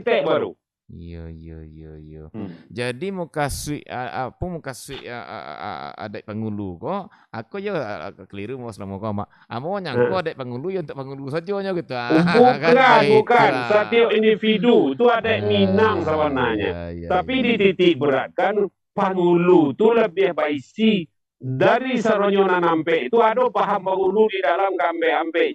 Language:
Minangkabau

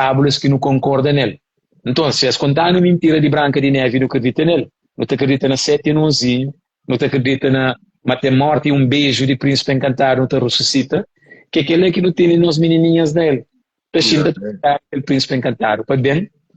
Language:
Kabuverdianu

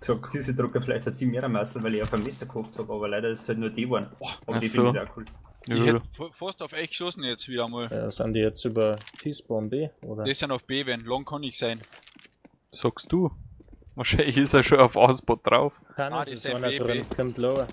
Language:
Bavarian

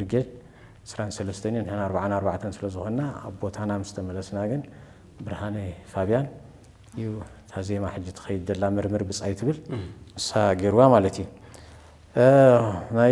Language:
Tigrinya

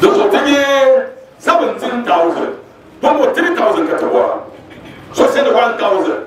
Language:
Dagbani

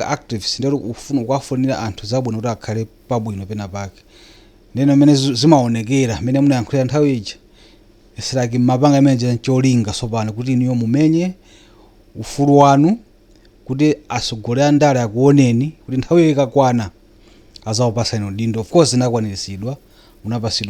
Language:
Nyanja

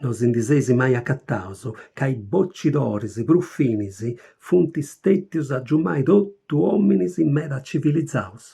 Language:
Sardinian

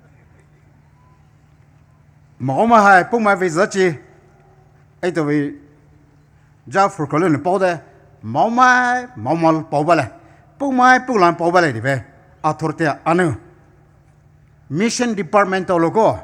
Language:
Poumei Naga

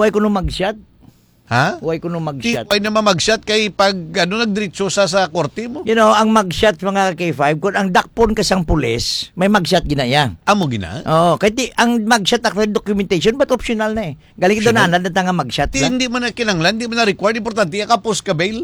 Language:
Hiligaynon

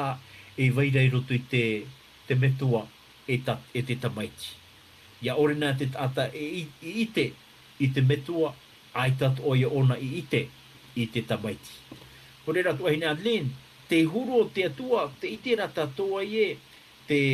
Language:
Tahitian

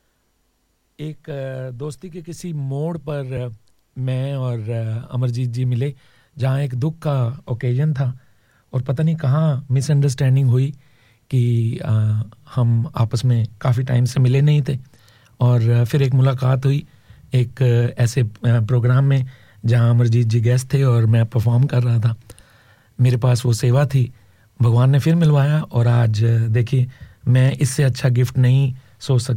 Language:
Hindi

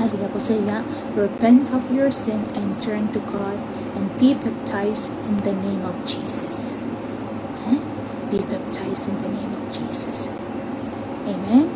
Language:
Pohnpeian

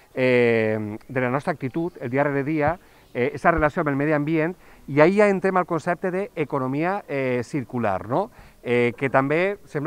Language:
Catalan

